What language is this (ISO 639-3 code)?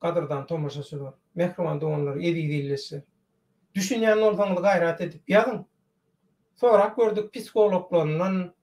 tuk